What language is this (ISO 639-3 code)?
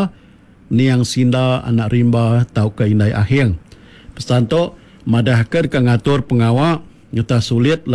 iba